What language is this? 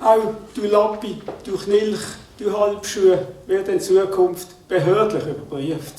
Swiss German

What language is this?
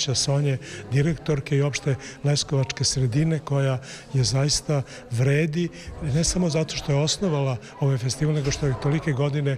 Serbian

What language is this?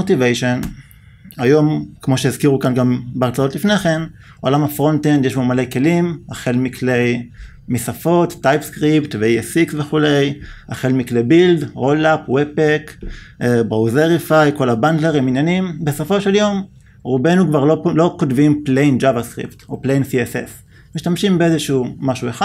Hebrew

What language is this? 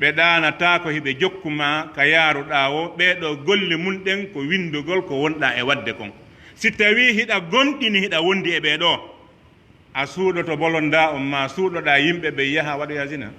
Pular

